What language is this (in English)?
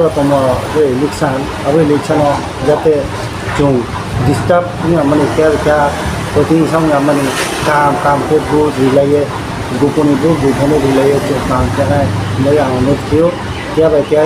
Riang (India)